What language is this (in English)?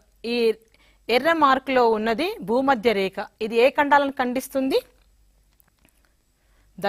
Telugu